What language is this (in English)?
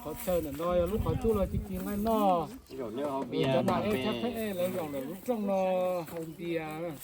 Hmong